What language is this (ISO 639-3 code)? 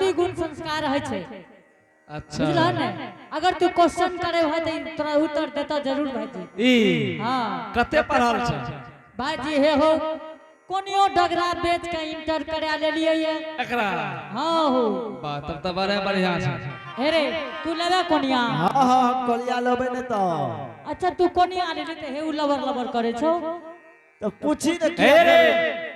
anp